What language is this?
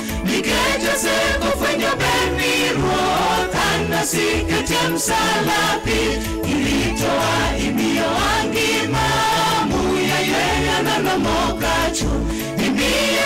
Luo (Kenya and Tanzania)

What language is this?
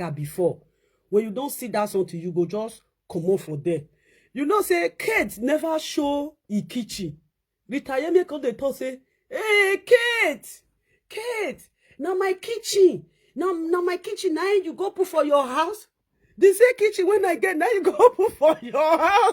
Nigerian Pidgin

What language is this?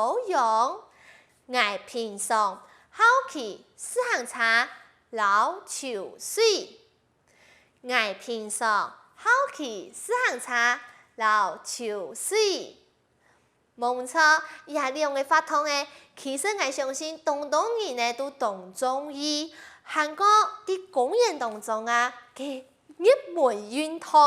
Hakka Chinese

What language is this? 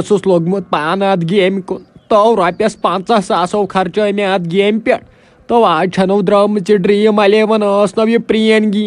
Kashmiri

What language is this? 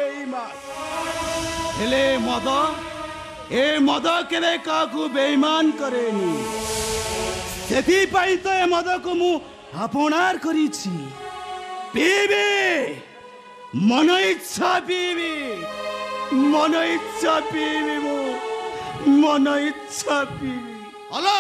Odia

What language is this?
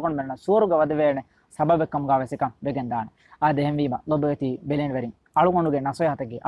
Divehi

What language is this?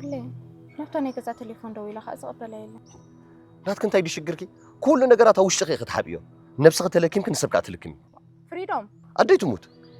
Tigrinya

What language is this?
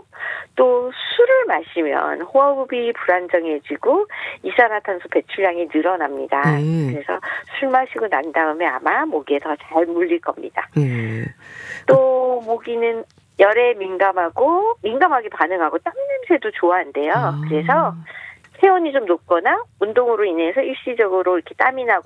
Korean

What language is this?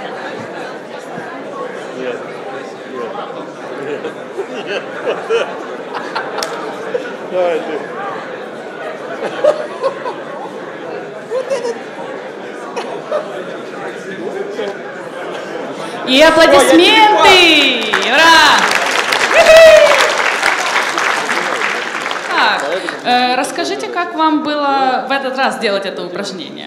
Russian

